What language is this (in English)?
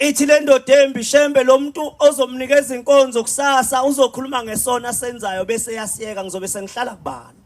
Zulu